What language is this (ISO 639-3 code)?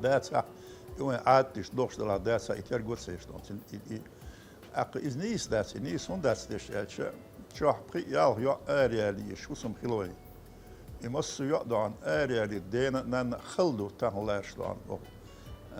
che